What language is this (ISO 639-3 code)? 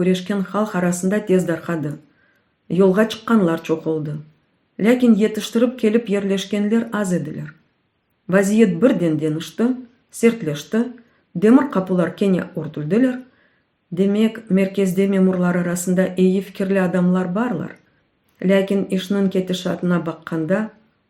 crh